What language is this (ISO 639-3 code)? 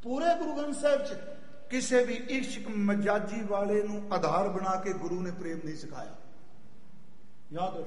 pan